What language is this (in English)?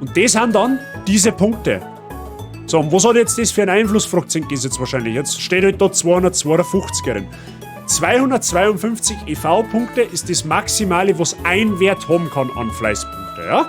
Bavarian